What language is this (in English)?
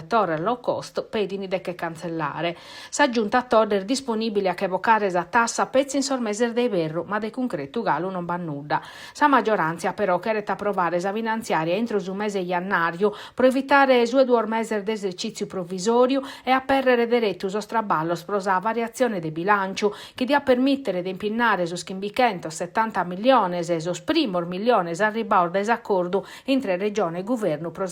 Sardinian